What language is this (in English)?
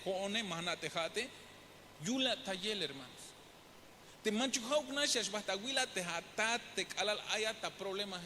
Tzeltal